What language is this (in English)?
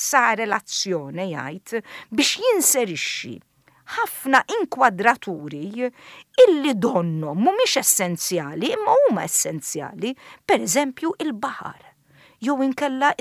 Maltese